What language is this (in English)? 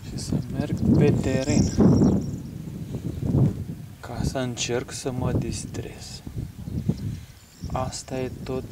Romanian